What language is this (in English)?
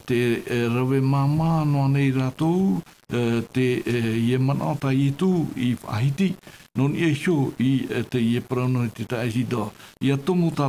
Tahitian